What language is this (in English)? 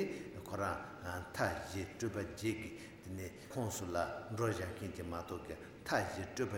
Tibetan